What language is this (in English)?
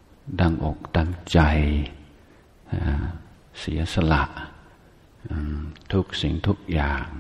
Thai